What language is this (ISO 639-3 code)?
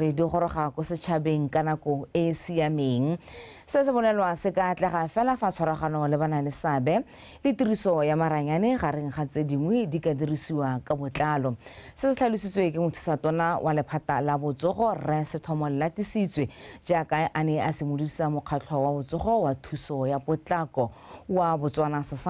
tsn